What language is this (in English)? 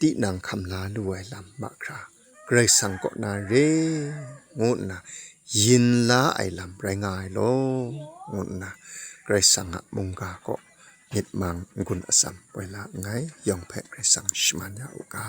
Kachin